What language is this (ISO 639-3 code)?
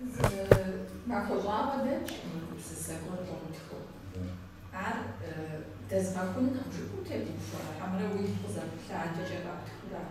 kbd